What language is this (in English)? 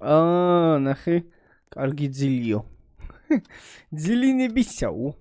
Georgian